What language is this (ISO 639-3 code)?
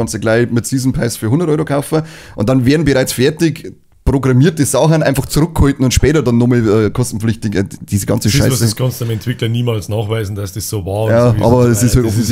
bar